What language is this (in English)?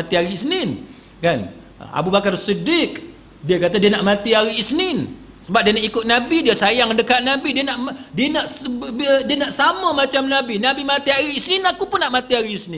Malay